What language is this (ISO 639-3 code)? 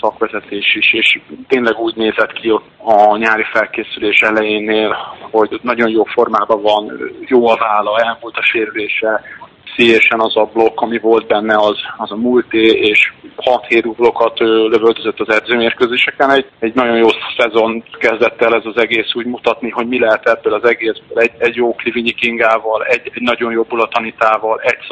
hun